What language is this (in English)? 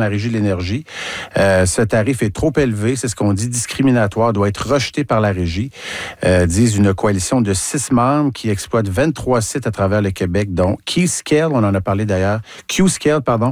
French